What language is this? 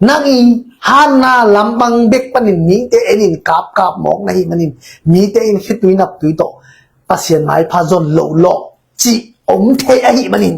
Tedim Chin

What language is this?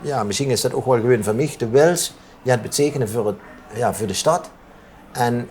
Limburgish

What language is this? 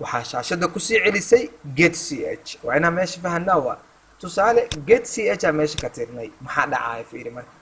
Somali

